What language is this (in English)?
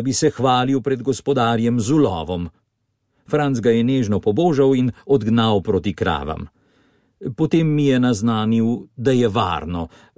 Slovenian